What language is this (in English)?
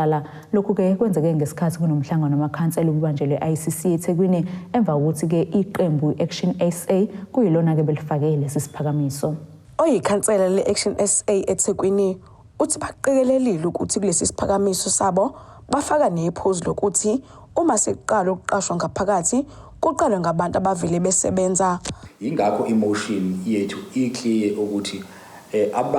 Zulu